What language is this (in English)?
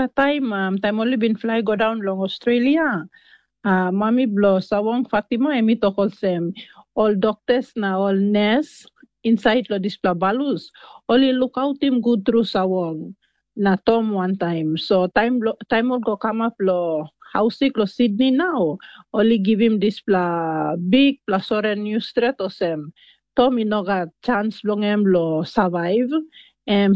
Tok Pisin